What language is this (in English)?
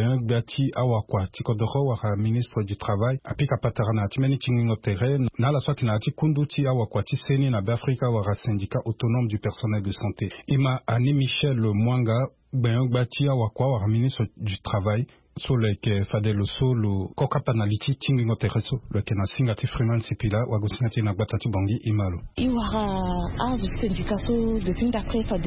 Sango